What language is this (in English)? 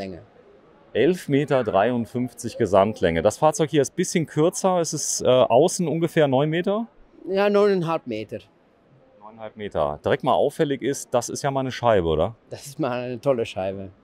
German